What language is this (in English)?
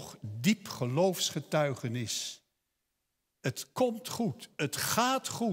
Dutch